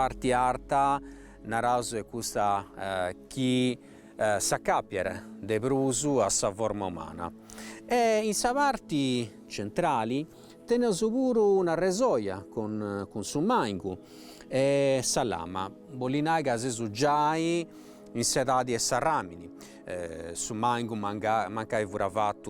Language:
Sardinian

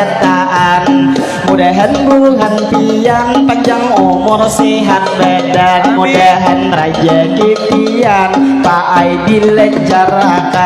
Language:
Banjar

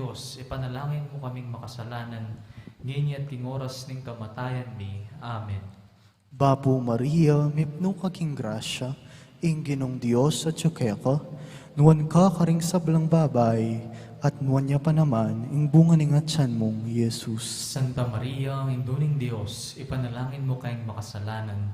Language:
Pampanga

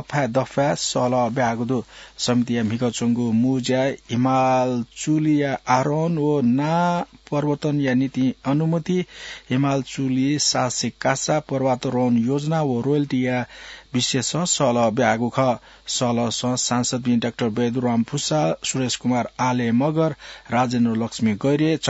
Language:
Newari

